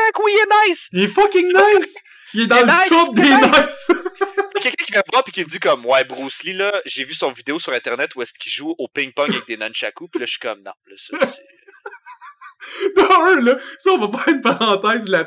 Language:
French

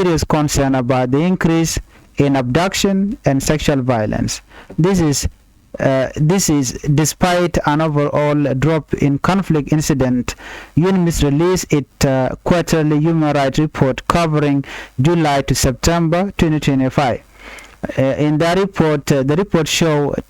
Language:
Nuer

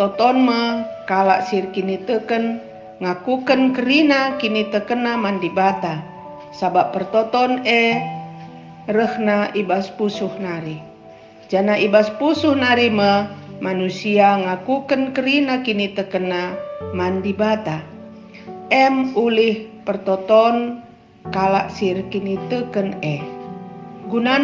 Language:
Batak Karo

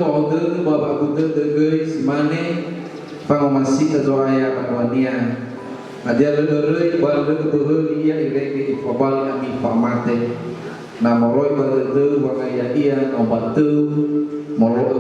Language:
Nias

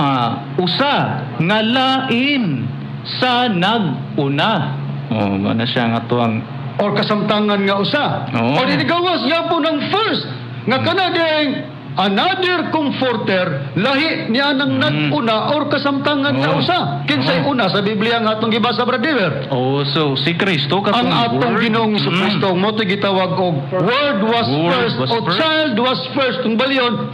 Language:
Cebuano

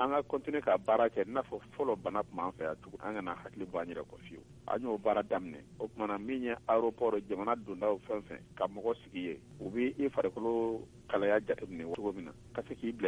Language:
Bambara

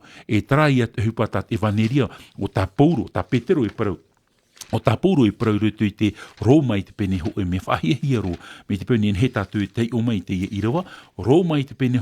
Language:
Tahitian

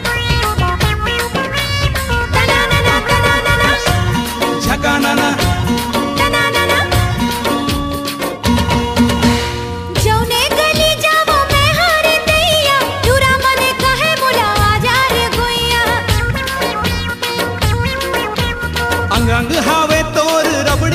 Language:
Chhattisgarhi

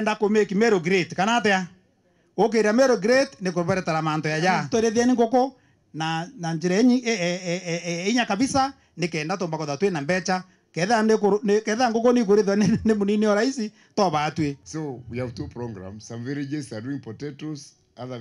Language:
Meru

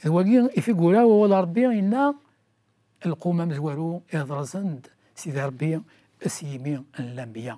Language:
Kabyle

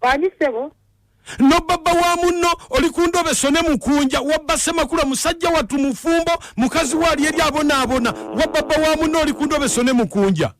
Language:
Ganda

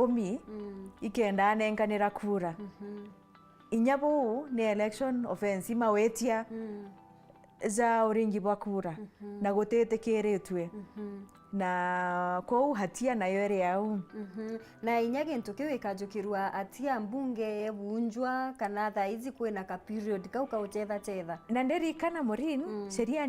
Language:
Meru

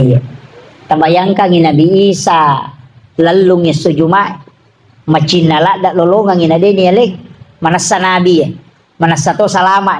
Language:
Buginese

